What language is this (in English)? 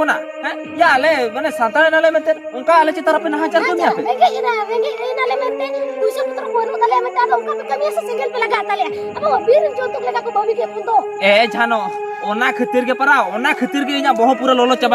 Santali